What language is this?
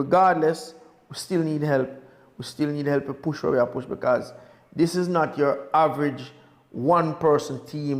Jamaican Creole English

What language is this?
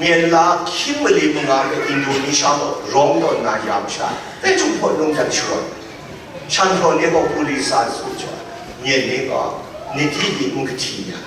Kachin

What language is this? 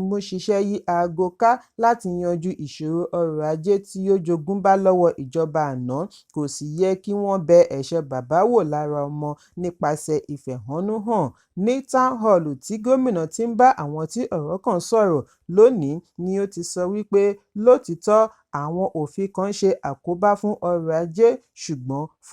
Yoruba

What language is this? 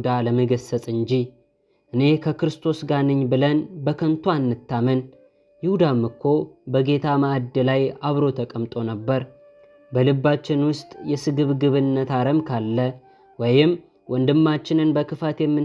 Amharic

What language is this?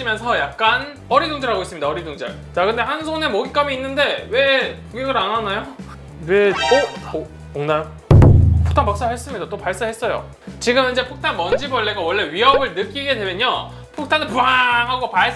Korean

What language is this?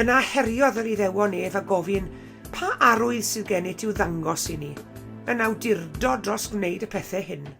Welsh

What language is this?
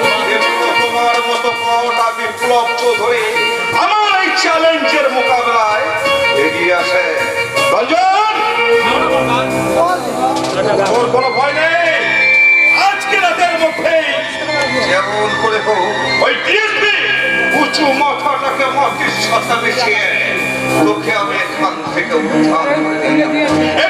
Bangla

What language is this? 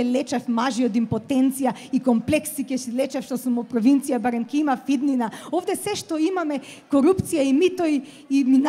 Macedonian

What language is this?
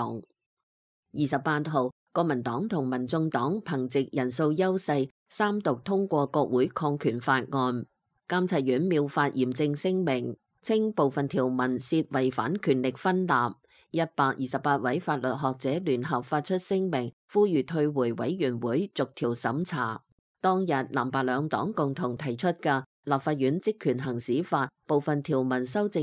Cantonese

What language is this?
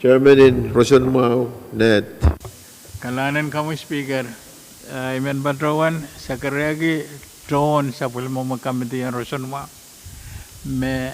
Pohnpeian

